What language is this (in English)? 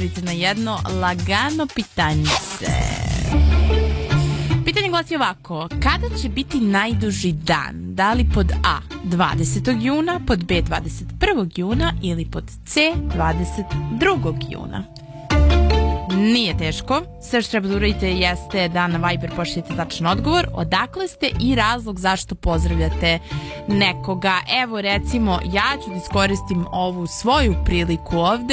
Serbian